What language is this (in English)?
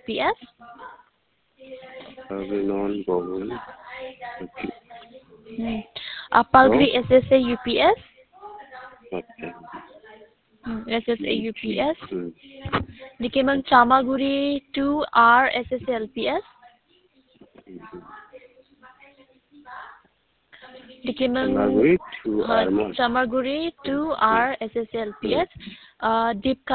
Khasi